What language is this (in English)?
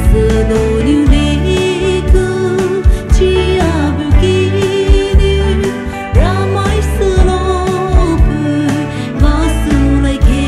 Poumei Naga